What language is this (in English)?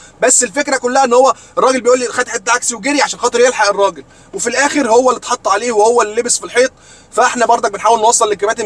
Egyptian Arabic